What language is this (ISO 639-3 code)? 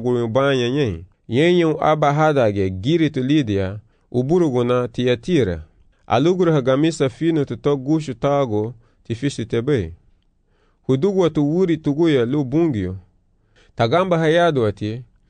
cab